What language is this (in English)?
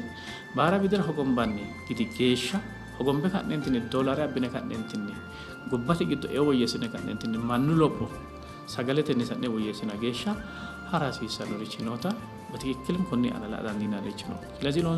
Sidamo